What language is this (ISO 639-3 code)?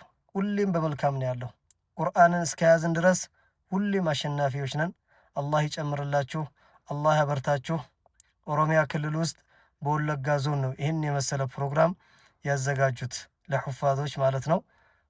amh